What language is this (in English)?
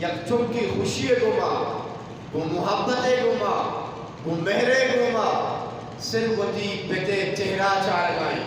Eastern Balochi